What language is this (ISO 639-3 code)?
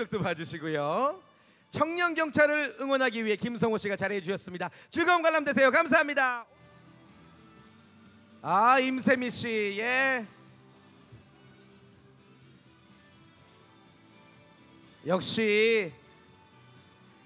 kor